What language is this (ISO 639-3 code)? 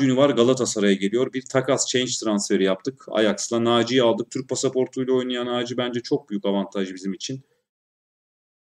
tur